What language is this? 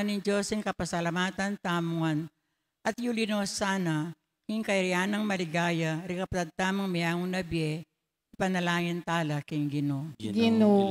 Pampanga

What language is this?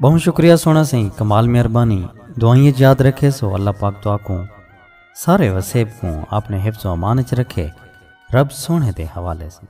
Saraiki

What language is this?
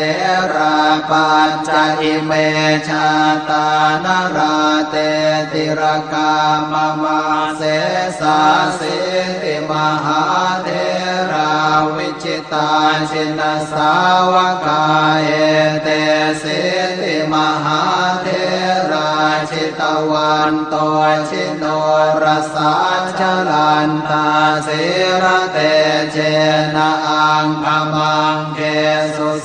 Pali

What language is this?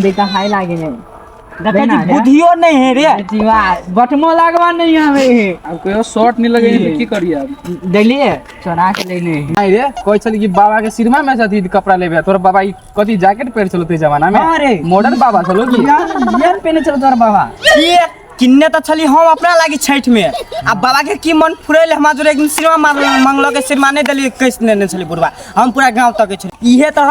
Maithili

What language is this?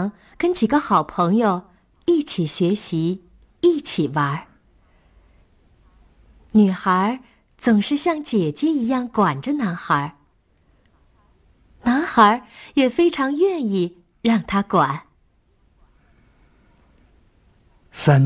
Chinese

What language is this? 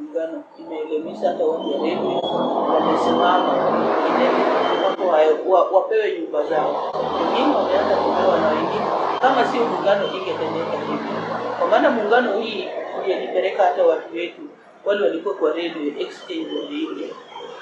Swahili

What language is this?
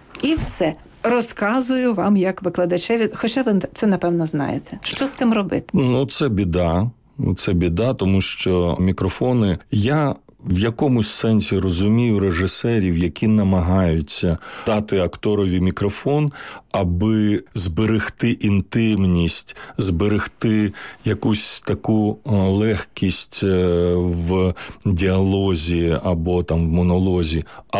Ukrainian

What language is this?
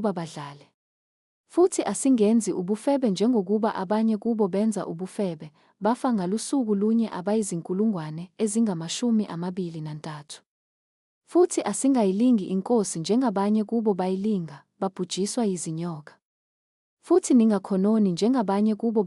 Zulu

